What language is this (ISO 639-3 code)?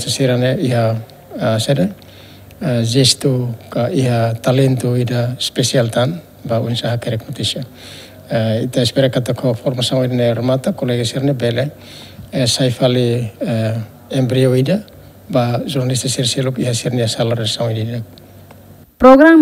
tet